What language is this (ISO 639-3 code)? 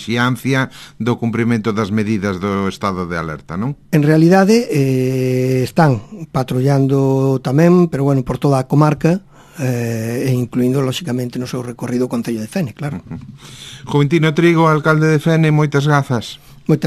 glg